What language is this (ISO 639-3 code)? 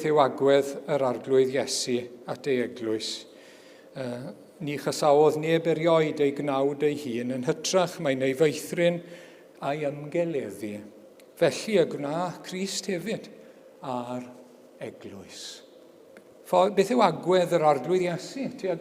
cym